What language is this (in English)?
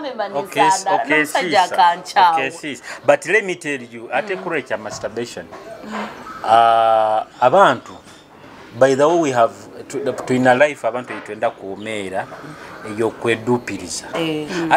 Nyoro